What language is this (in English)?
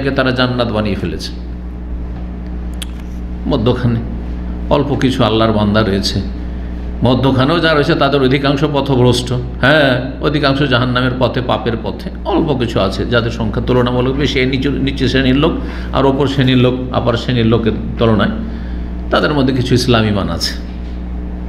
Bangla